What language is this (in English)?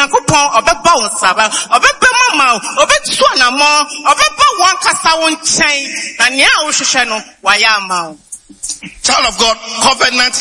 Akan